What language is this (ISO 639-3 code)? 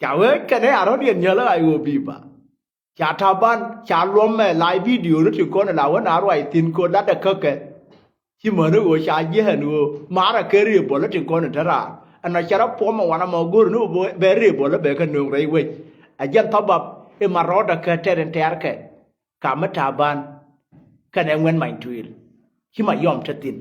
nus